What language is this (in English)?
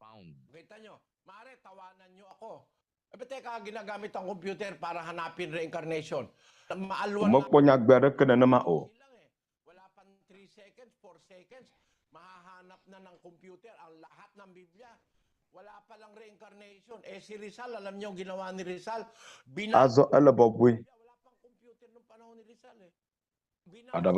Ewe